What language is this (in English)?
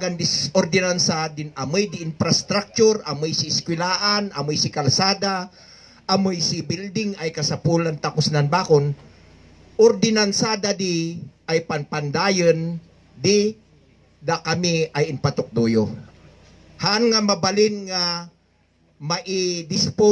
Kankanaey